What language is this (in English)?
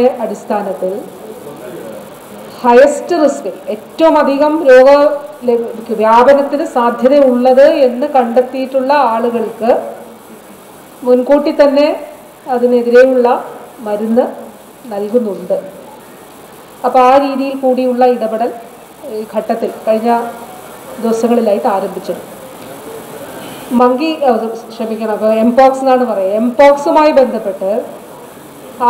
Malayalam